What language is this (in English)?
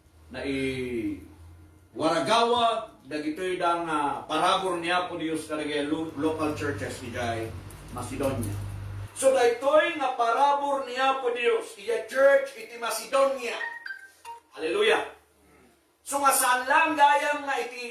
Iloko